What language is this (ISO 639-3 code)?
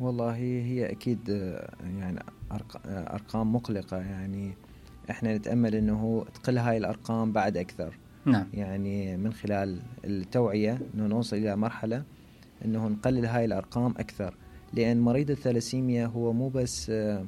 acm